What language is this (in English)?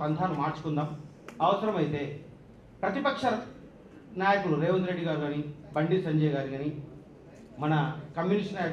Telugu